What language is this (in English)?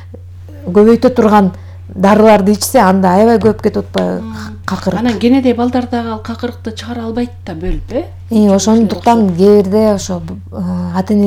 Kyrgyz